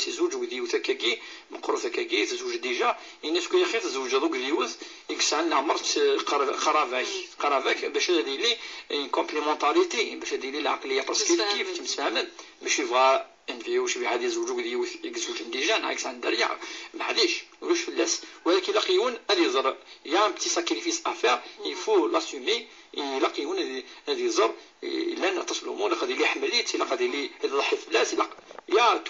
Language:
Kabyle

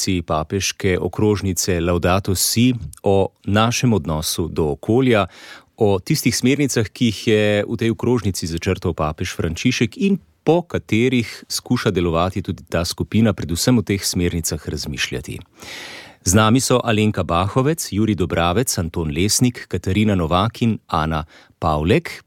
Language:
Slovenian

